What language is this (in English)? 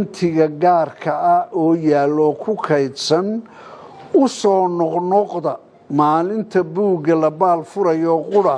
Somali